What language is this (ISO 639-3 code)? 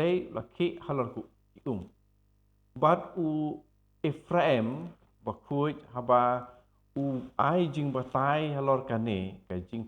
kha